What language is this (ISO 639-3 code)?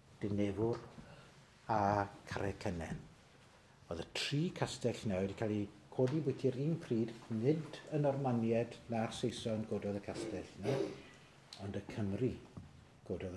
cym